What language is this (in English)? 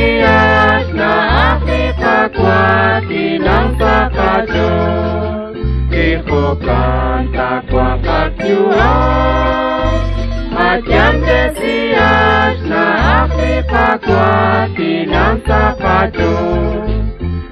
Kekchí